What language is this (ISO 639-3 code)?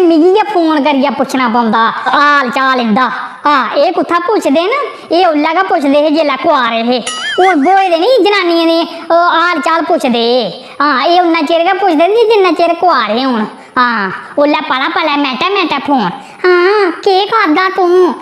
doi